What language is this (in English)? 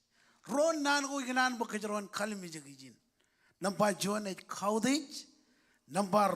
Marshallese